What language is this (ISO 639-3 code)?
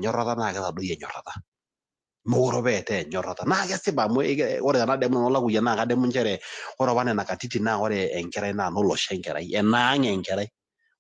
mas